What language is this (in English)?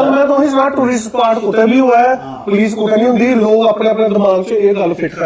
Dogri